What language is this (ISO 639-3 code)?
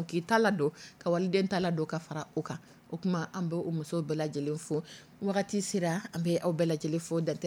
dyu